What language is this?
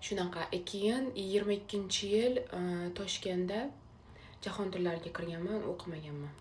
Uzbek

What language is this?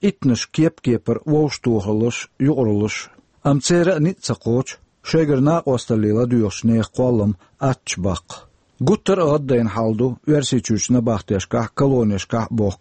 Chechen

